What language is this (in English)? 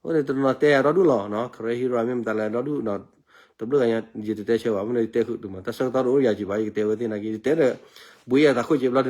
S'gaw Karen